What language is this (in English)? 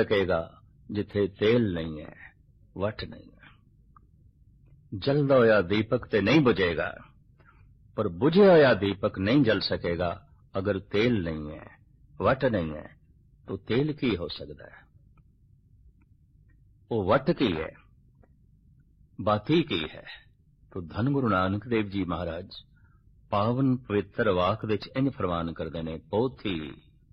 Punjabi